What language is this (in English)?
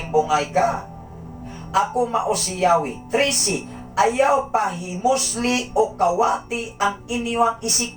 Cebuano